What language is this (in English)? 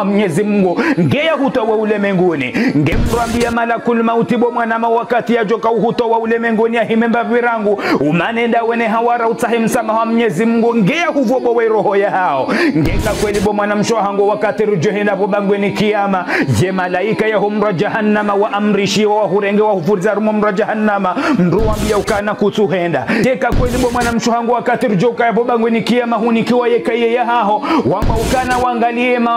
Ngazidja Comorian